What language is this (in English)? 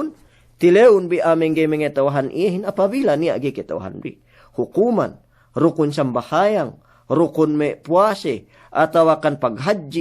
Yakan